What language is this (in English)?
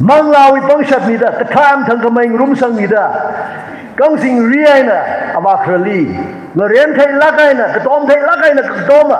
Tangkhul Naga (India)